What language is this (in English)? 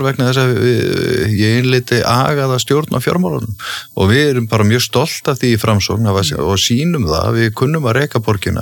Icelandic